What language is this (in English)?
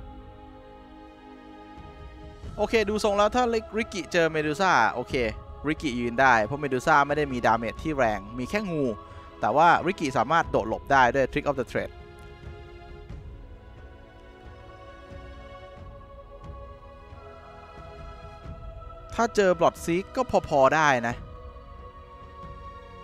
Thai